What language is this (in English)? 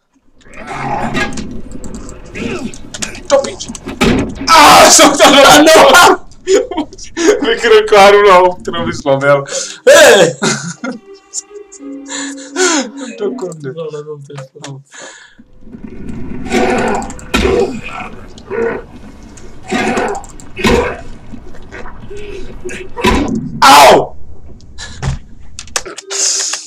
Czech